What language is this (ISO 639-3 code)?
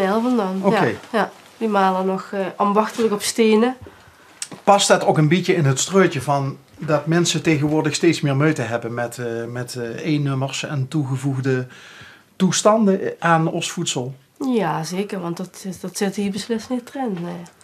lim